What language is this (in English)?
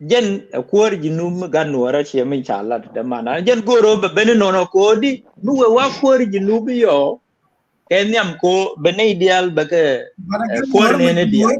Nuer